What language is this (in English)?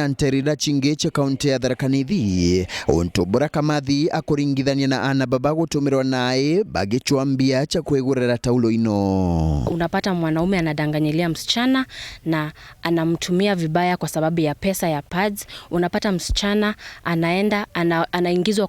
Meru